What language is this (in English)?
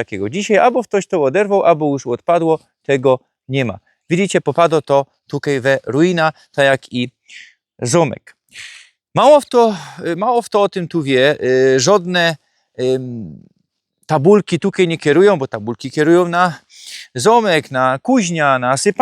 Silesian